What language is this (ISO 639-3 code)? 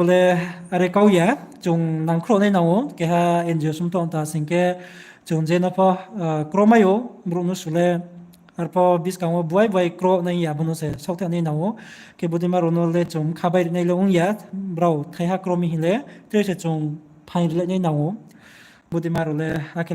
ria